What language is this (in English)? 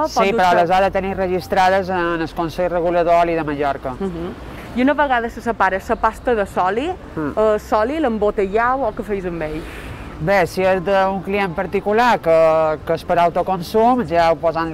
Catalan